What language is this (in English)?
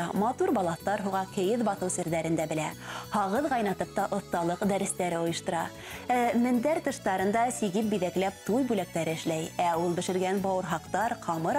Bashkir